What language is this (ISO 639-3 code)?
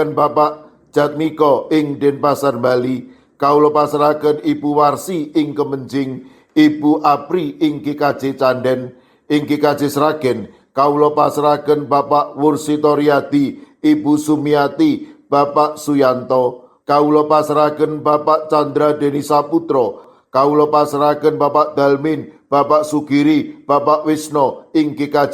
jav